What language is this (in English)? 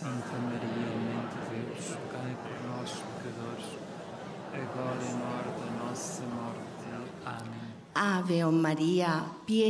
Portuguese